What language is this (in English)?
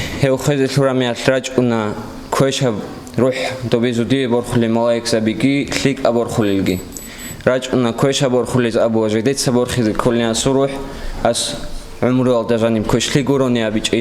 Avaric